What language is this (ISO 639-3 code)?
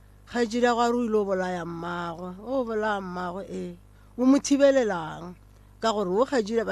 nso